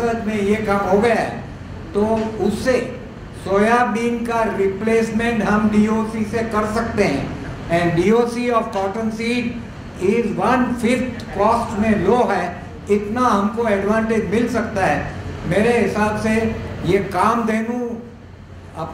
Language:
Hindi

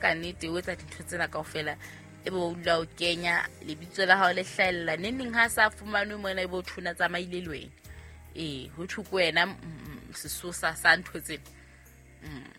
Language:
Southern Sotho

